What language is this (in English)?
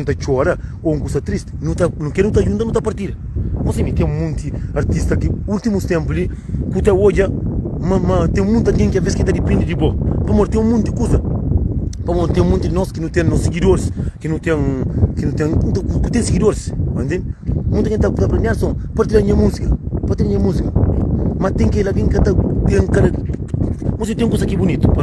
Kabuverdianu